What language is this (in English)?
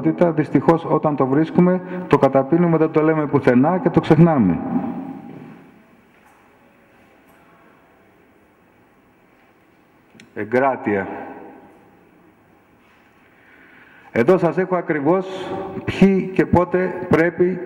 Greek